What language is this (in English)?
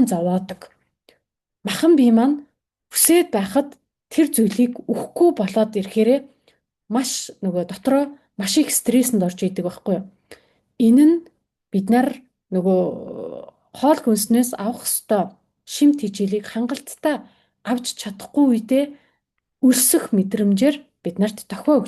Mongolian